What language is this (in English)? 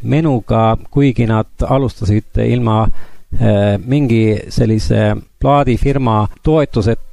Estonian